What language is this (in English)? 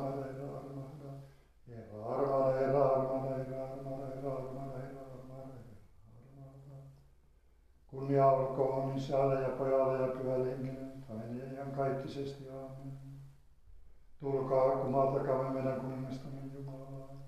Finnish